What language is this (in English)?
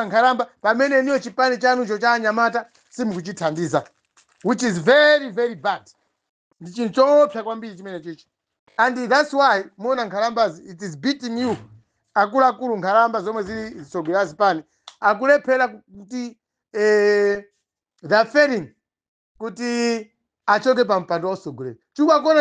Nyanja